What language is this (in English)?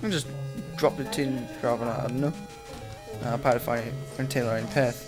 Welsh